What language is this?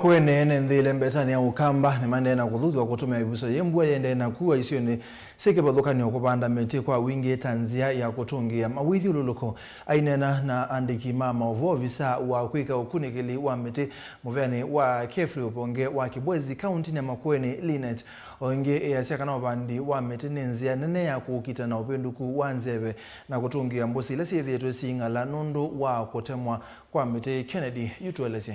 Kamba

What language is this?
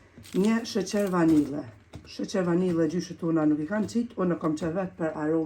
Albanian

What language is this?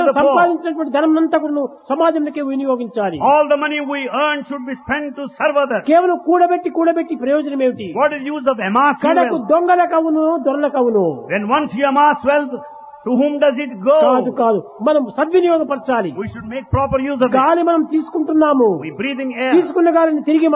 Telugu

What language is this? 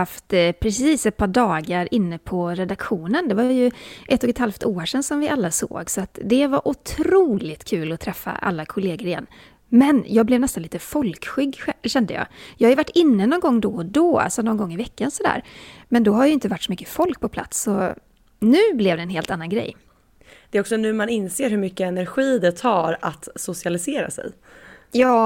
Swedish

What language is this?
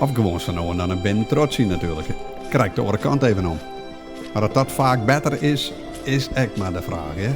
Western Frisian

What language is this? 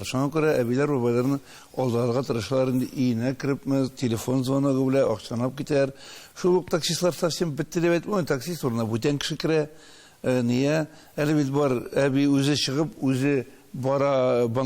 Tatar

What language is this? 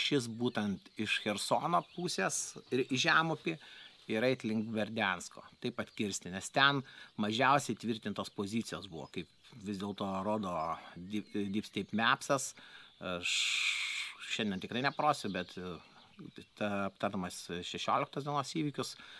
Lithuanian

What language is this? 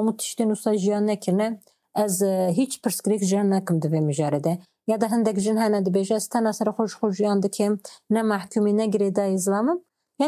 Kurdish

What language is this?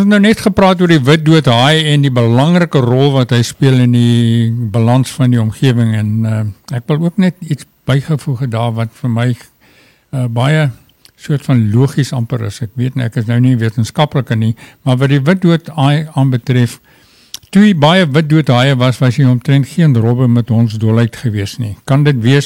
Afrikaans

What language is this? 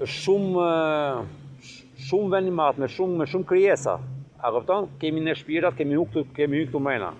Albanian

